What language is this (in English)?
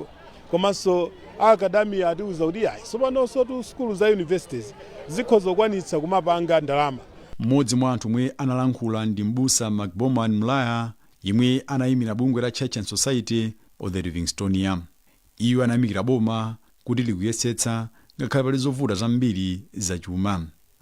Nyanja